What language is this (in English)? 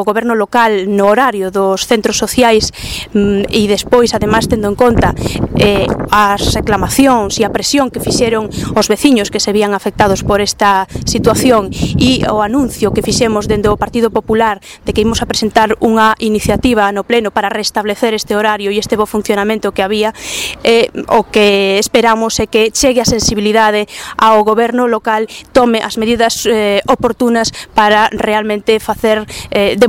Galician